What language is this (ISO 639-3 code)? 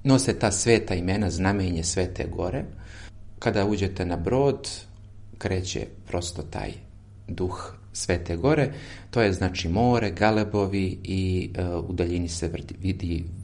srp